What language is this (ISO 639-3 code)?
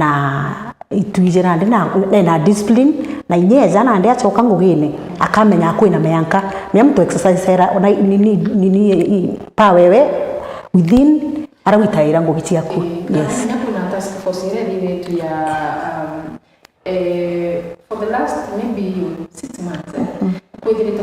mer